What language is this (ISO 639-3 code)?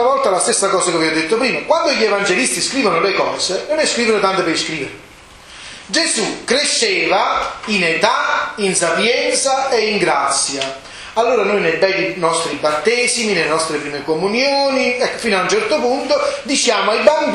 ita